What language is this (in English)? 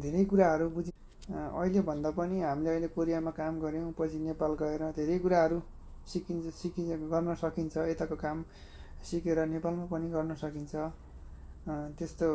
Nepali